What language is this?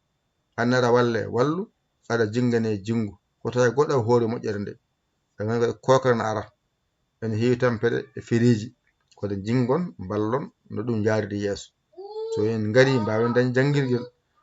Fula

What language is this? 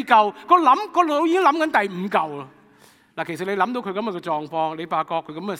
Cantonese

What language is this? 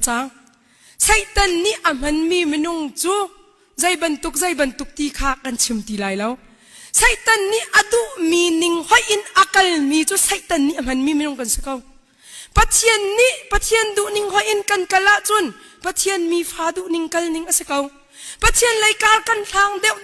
Hakha Chin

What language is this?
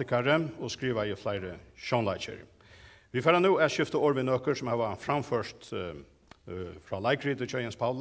Faroese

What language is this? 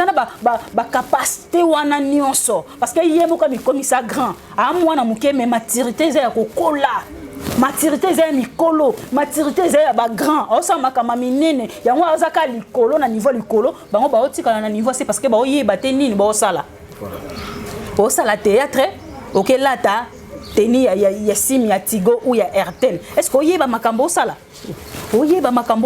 Lingala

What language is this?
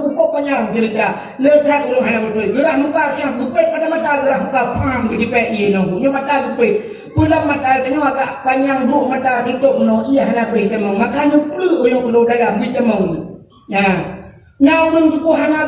Achinese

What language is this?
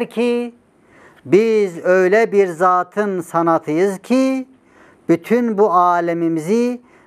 Turkish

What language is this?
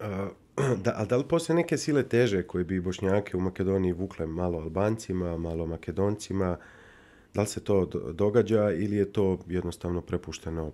Bosnian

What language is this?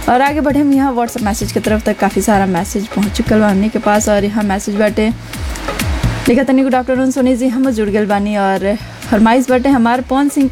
Bhojpuri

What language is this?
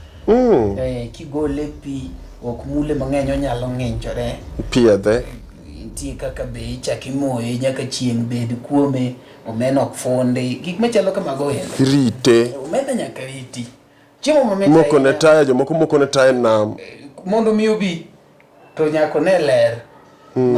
Luo (Kenya and Tanzania)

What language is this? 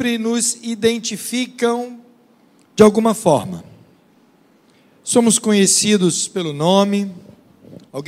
Portuguese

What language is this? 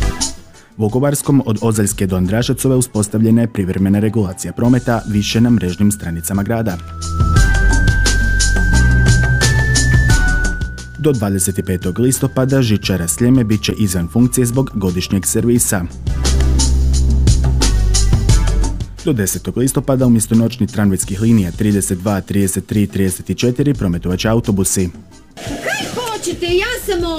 Croatian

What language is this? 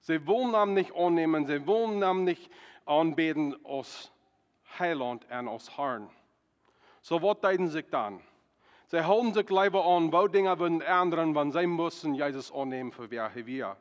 Plautdietsch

